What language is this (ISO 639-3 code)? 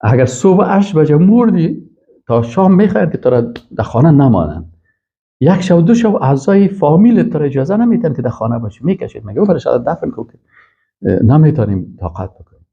fas